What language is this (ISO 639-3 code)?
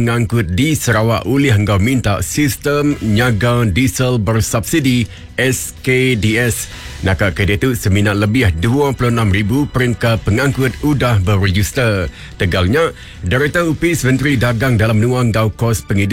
iba